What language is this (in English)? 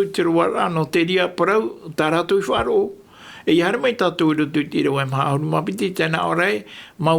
Tahitian